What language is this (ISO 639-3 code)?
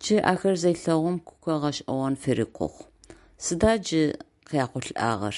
ady